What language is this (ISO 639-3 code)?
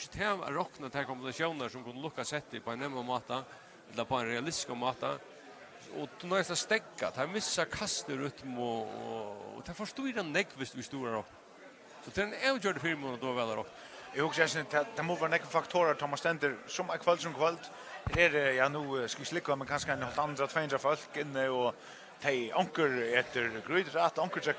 fao